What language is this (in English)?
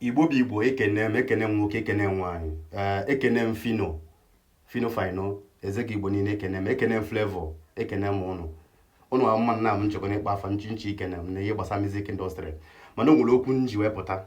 Igbo